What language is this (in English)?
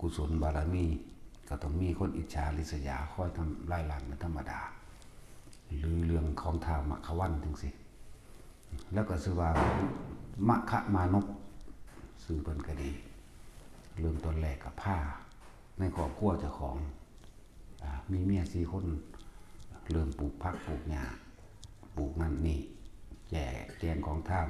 Lao